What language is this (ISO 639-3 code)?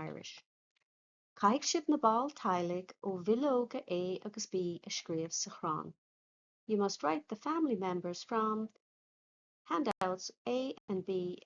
gle